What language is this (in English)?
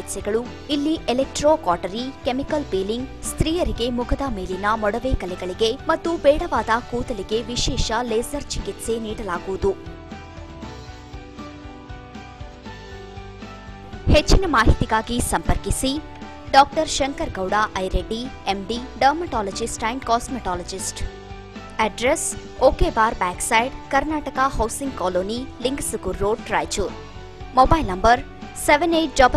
Kannada